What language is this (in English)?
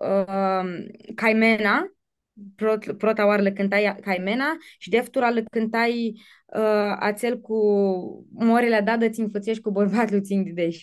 Aromanian